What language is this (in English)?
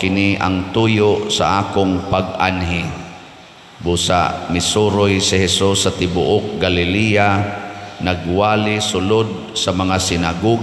Cebuano